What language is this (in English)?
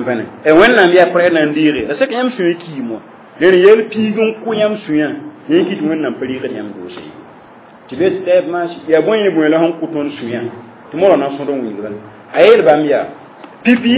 Mossi